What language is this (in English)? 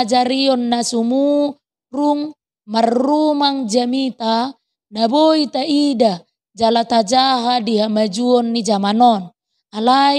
Batak Toba